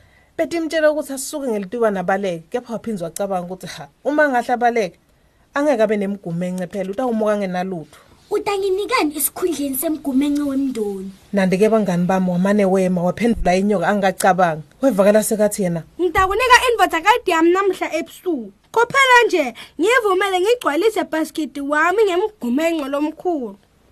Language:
Swati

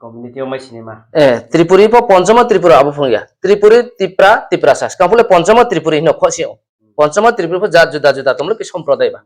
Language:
Riang (India)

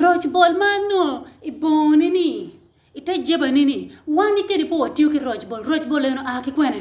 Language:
Acoli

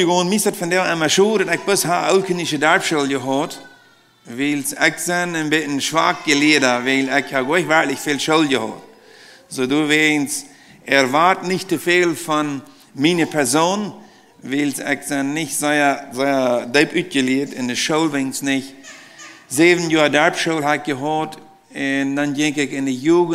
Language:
Plautdietsch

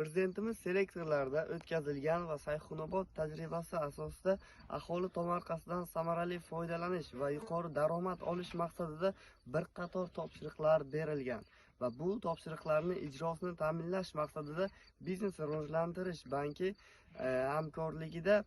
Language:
Uzbek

